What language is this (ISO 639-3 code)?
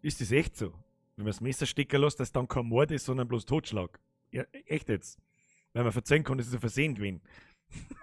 bar